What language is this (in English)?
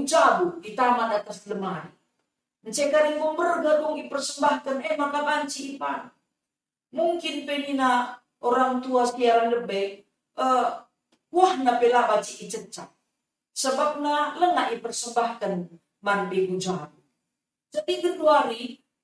Batak Karo